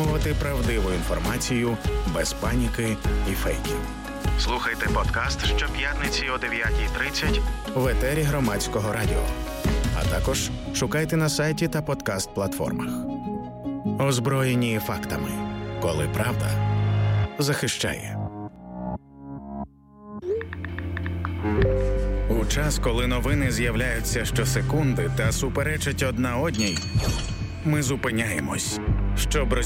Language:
Ukrainian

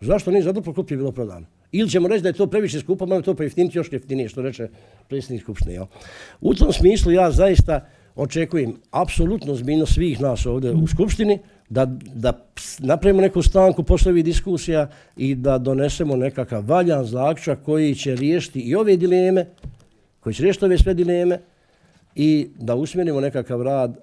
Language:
Croatian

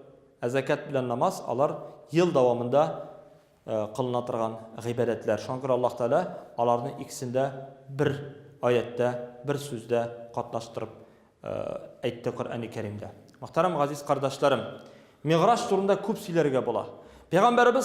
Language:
Tatar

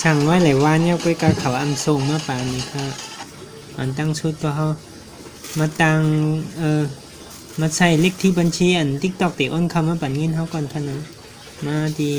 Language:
Shan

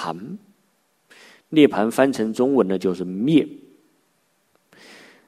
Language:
Chinese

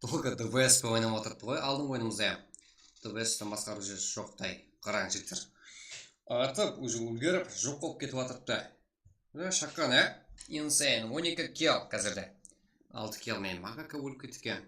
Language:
Kara-Kalpak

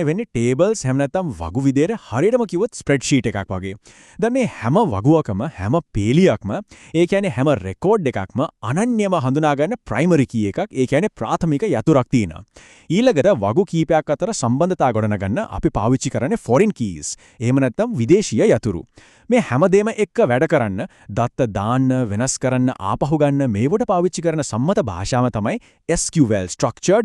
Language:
Sinhala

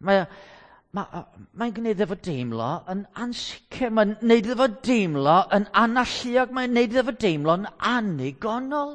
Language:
Welsh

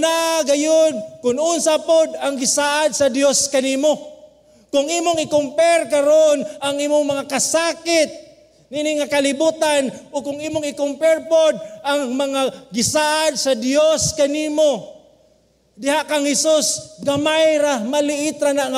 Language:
Cebuano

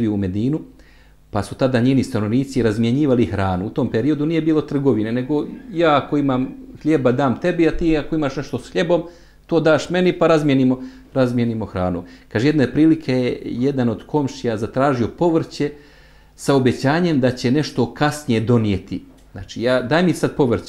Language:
Bosnian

